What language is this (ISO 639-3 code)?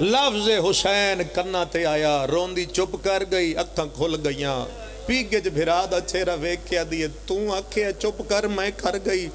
phr